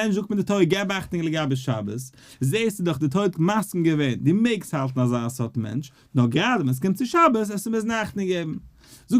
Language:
Yiddish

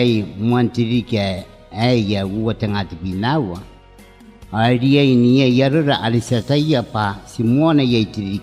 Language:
Gilbertese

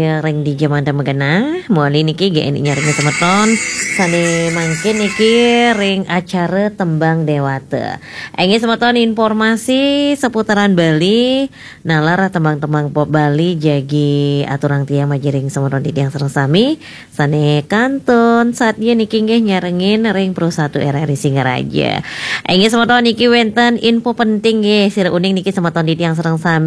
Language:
Balinese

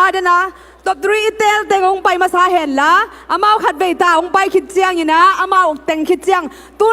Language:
Tedim Chin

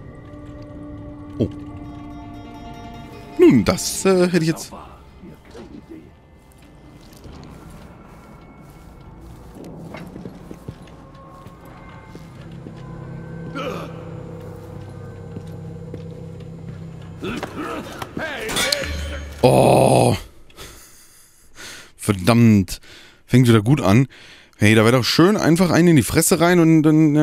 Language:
German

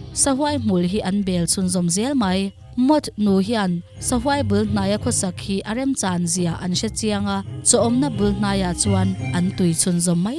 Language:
Mizo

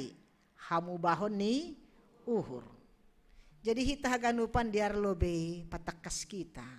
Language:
Batak Simalungun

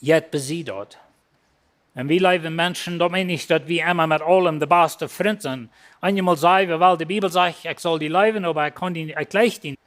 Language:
Plautdietsch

